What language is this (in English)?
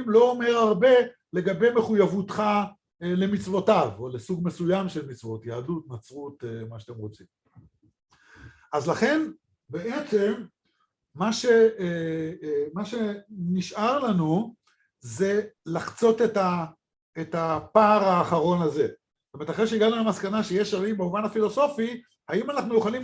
Hebrew